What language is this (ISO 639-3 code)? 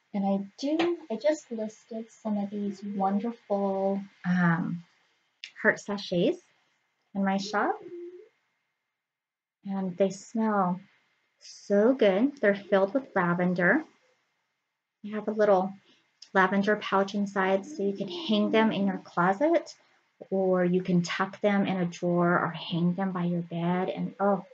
eng